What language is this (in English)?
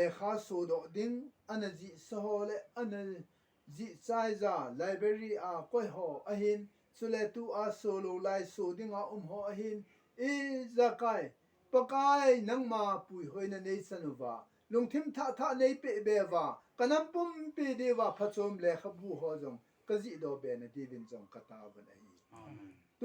Thado Chin